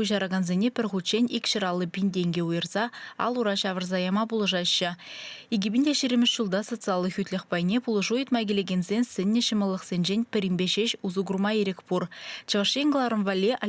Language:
Chuvash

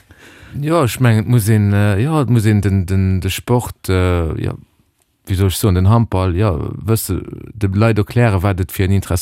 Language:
Luxembourgish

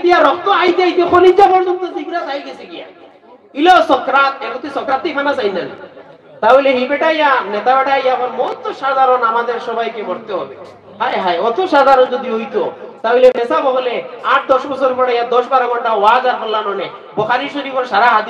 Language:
Sylheti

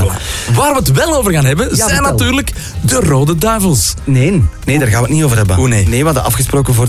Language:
Dutch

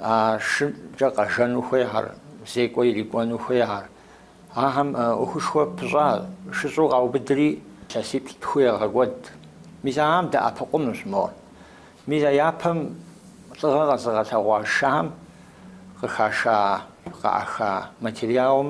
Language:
Kabardian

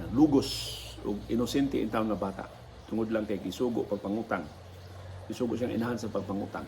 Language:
Cebuano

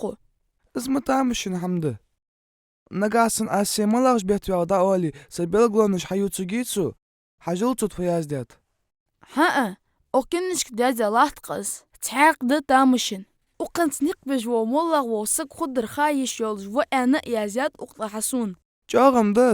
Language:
Ingush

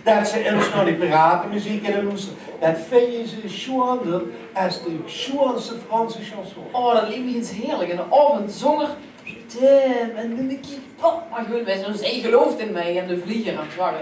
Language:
Limburgish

